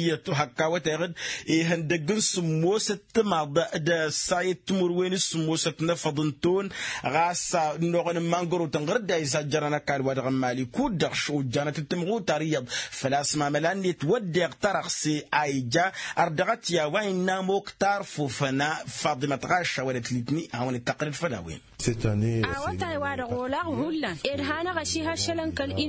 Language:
Tamasheq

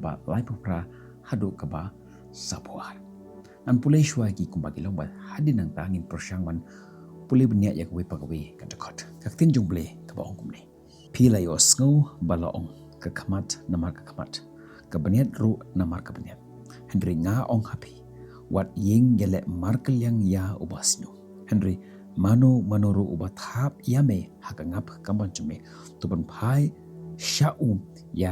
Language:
Khasi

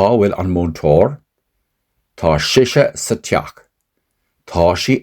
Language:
Irish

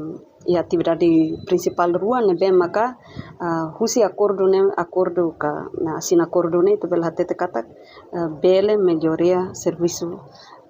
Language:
Tetum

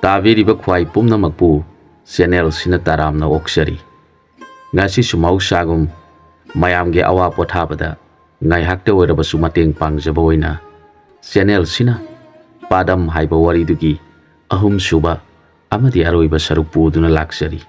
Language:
Manipuri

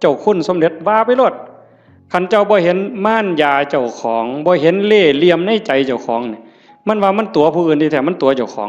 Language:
Northeastern Thai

